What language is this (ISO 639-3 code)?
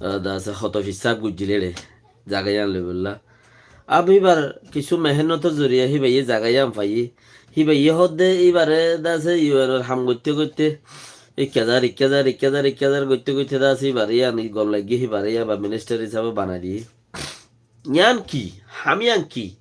rhg